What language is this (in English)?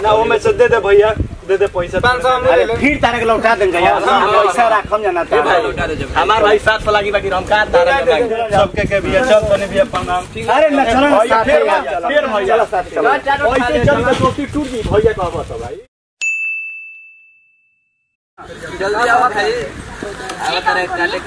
Bhojpuri